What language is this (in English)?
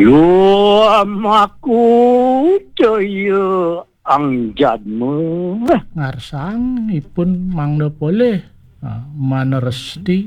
Balinese